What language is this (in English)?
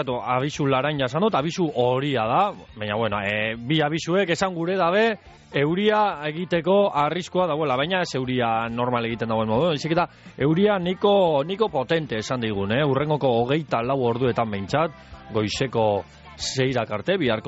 Basque